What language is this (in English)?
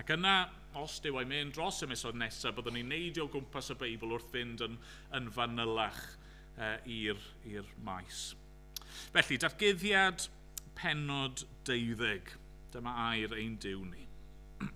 Welsh